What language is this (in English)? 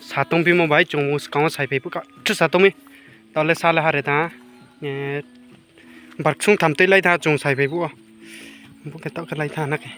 Riang (India)